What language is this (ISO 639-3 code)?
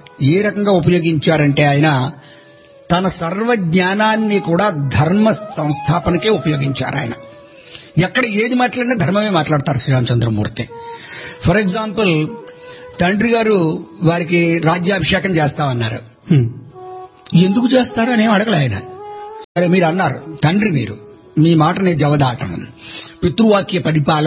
tel